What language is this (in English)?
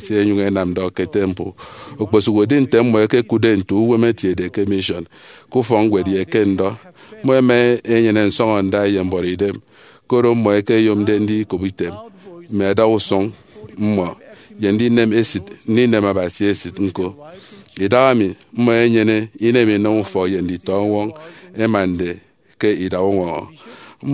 Efik